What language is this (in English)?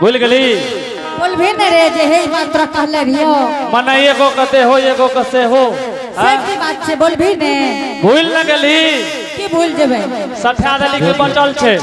Angika